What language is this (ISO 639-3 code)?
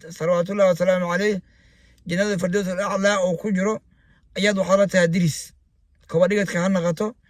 som